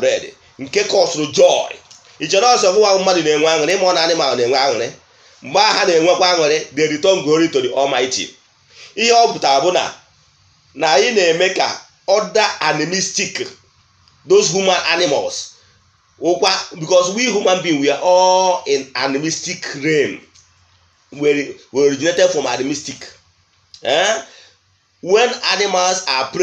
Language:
Igbo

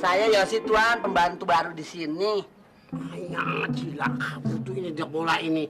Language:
Betawi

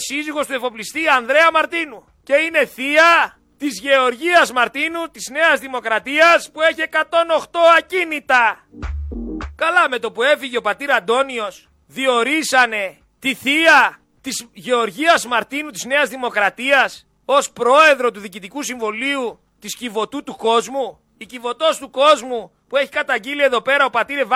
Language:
Greek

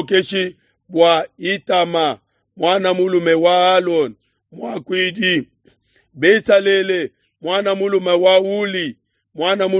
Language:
Luba-Lulua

